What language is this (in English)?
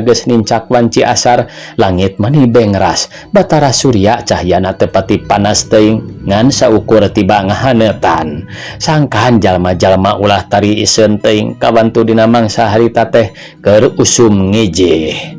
Sundanese